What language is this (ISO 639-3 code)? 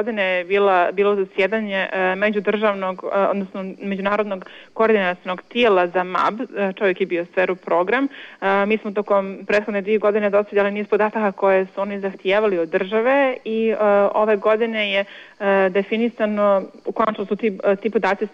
bos